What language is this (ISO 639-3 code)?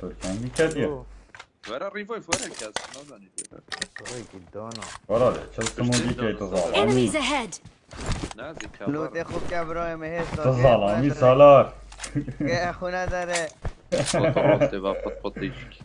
kur